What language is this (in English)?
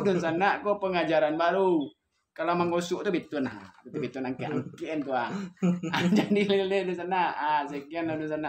Minangkabau